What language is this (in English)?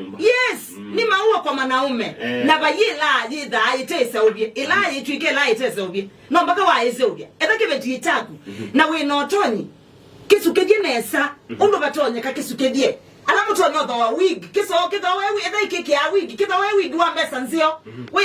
Kamba